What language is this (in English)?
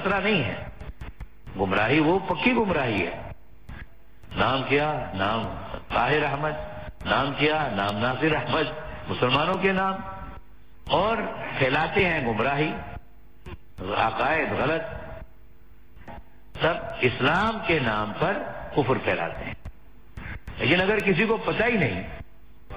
Urdu